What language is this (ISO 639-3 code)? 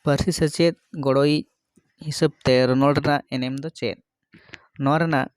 sat